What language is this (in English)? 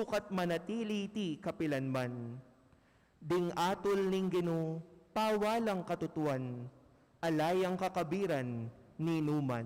Pampanga